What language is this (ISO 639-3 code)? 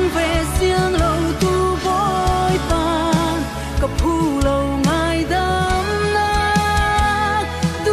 cfm